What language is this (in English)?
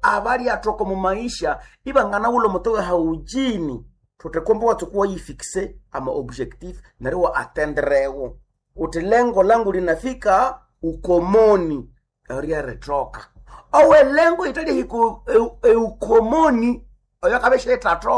Nande